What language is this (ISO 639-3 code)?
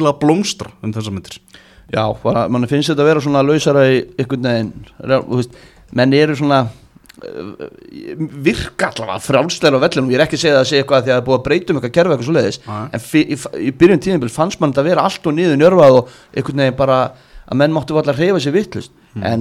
isl